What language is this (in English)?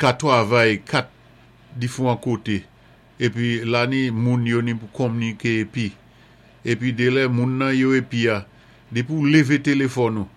Saint Lucian Creole French